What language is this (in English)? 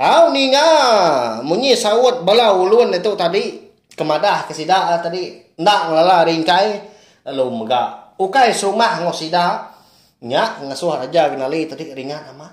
Iban